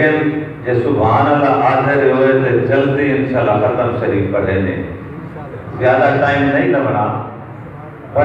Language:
Saraiki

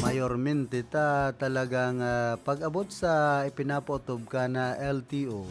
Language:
Bikol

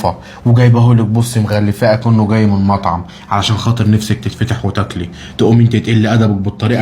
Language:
Egyptian Arabic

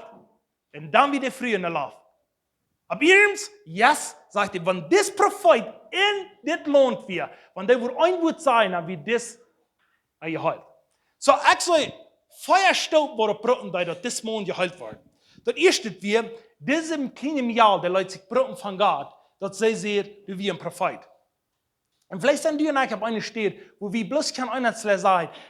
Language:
Plautdietsch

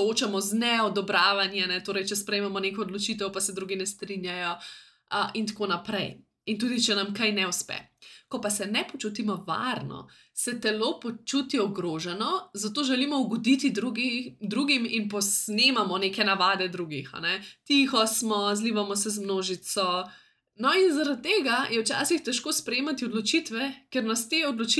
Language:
Slovenian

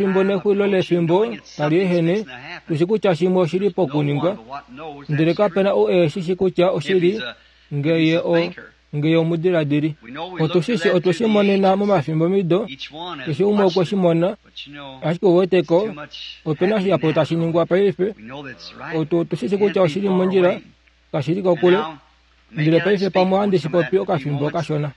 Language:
Kuanyama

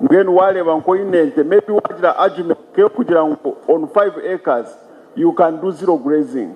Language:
Nyankole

